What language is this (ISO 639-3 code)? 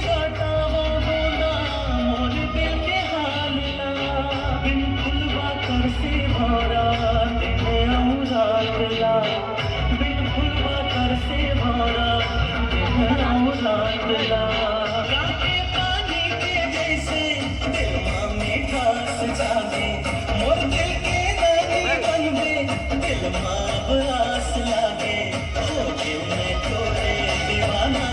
hne